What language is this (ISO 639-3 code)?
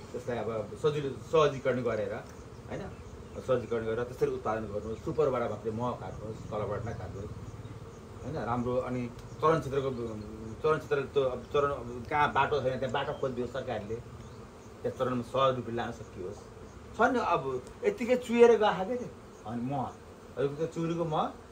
nep